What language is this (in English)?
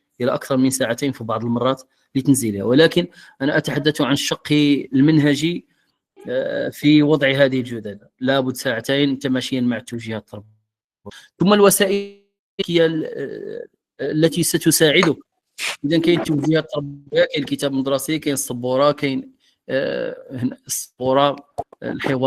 Moroccan Arabic